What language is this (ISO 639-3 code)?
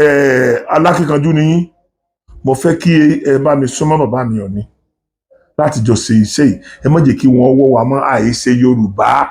yor